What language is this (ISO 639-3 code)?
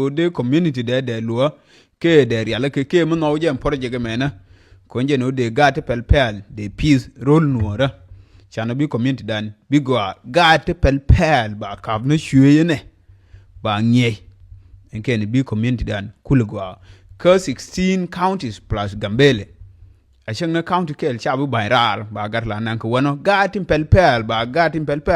nus